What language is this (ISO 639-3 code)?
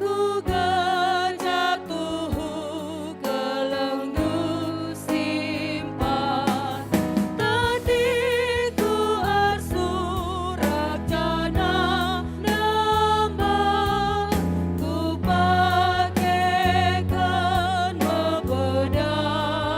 btx